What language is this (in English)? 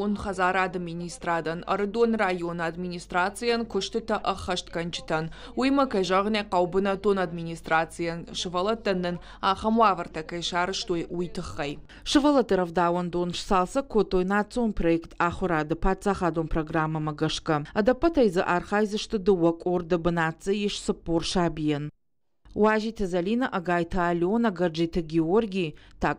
Ossetic